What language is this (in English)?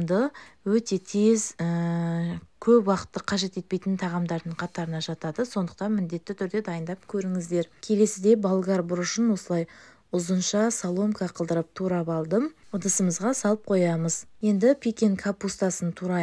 Kazakh